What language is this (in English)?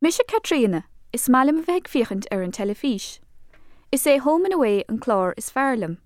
Irish